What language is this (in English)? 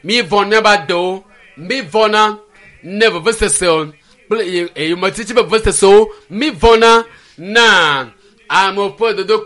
Ewe